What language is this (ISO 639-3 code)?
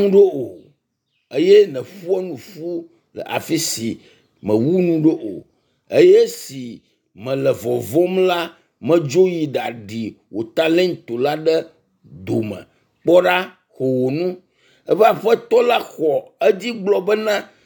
ewe